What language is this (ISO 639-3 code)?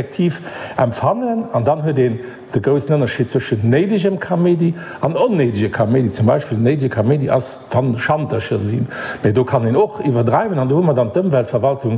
ltz